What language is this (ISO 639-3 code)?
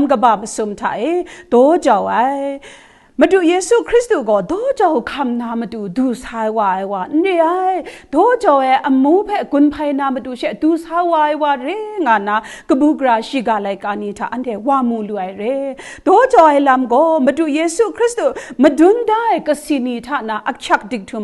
kac